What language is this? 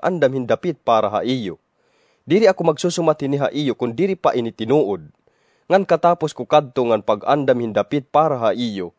Waray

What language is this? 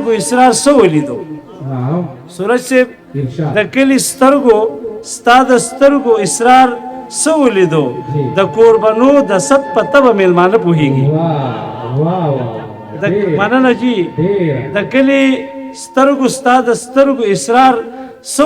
Pashto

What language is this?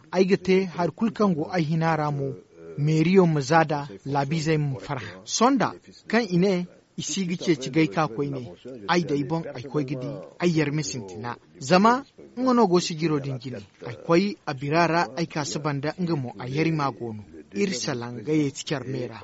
Zarma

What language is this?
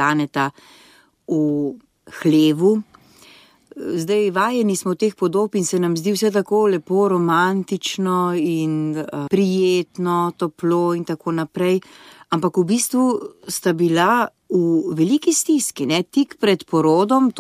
Slovenian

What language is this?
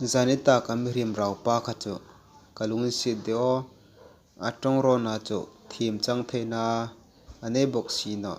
Hmar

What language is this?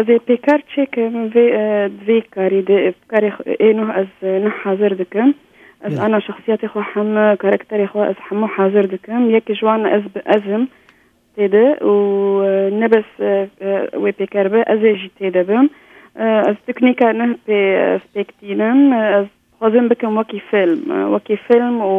Kurdish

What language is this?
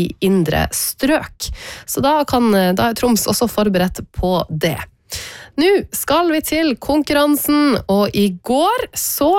Norwegian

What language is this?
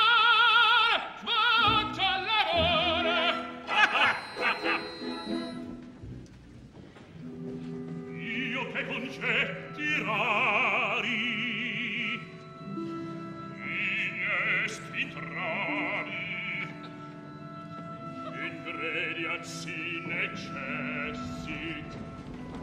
Italian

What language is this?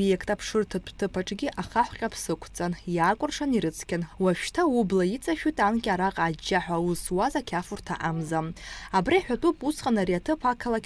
Abkhazian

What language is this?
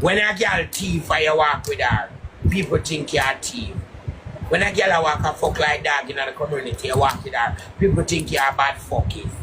Jamaican Creole English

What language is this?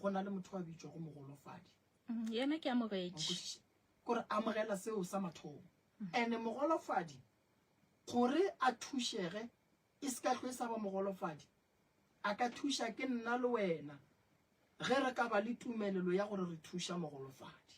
Northern Sotho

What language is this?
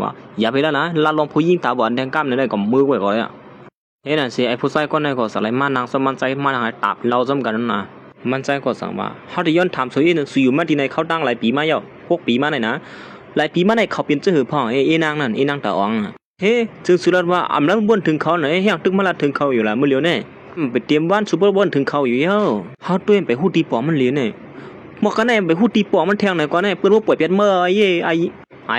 Shan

